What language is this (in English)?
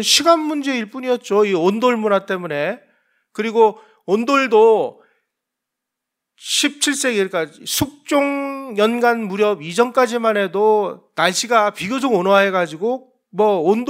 Korean